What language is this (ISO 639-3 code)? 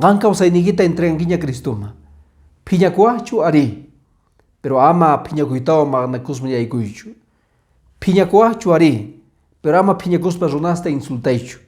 que